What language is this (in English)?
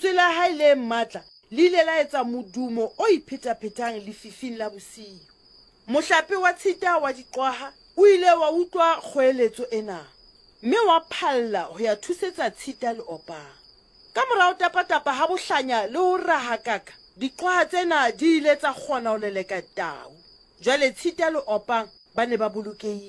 Southern Sotho